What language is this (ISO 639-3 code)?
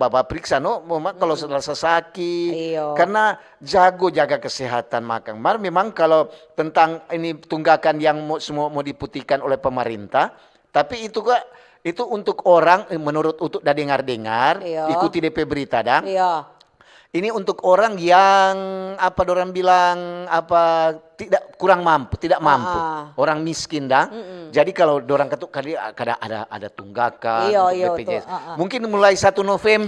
xmm